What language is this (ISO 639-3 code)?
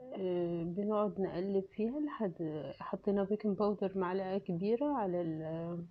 arz